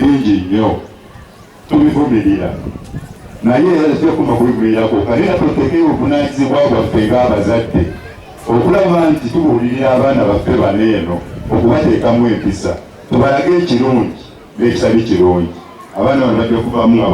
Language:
Ganda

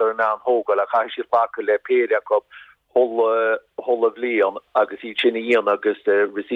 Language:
Irish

